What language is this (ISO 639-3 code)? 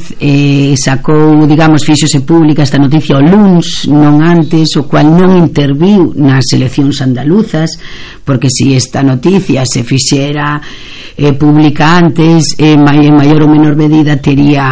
glg